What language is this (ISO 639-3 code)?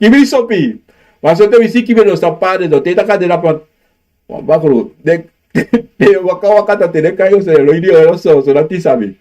srn